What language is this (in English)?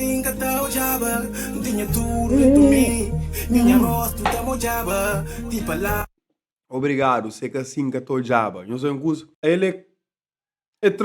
Kabuverdianu